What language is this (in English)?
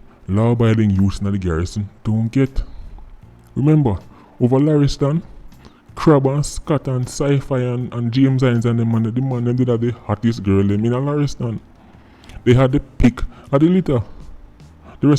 Jamaican Creole English